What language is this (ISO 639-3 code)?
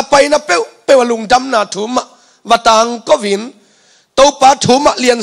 ctd